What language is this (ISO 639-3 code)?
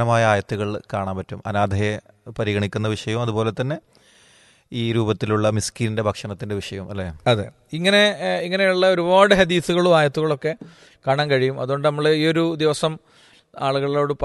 mal